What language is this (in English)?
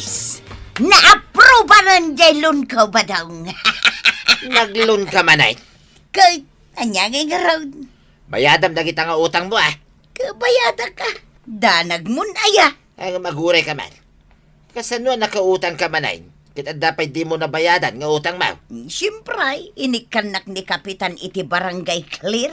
Iloko